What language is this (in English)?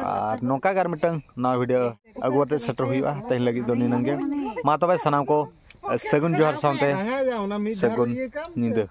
Santali